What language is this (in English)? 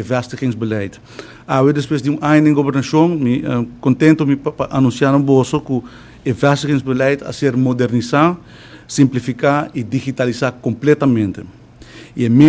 Papiamento